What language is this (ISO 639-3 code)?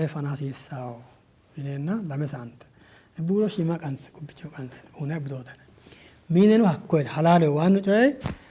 sid